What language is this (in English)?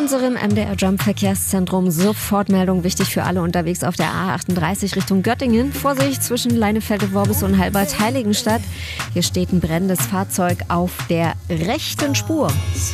German